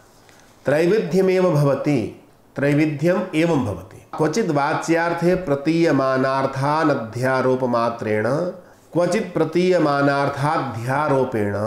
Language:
Sanskrit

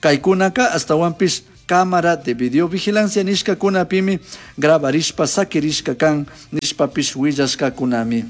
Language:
Chimborazo Highland Quichua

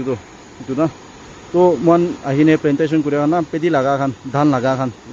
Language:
Naga Pidgin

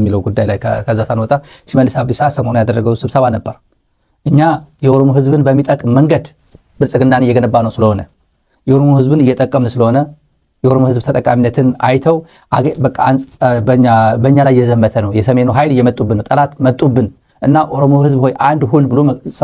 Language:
Amharic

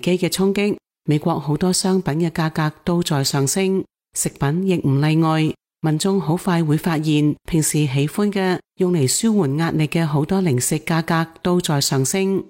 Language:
Cantonese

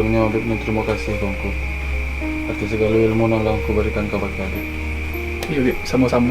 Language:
Minangkabau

